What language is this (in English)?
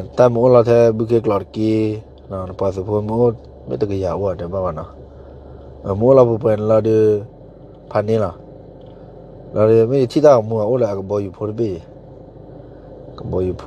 S'gaw Karen